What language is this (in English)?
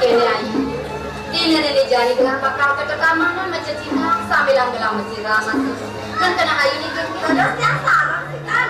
Balinese